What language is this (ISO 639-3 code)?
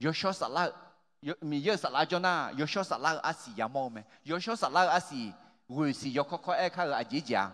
ahk